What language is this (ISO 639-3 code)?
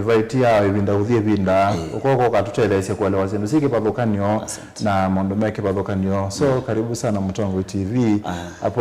kam